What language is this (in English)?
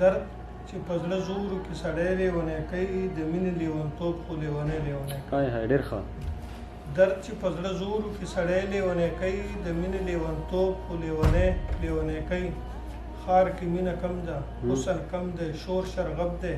Pashto